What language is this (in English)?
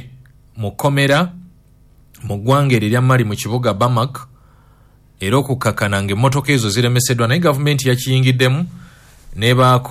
Ganda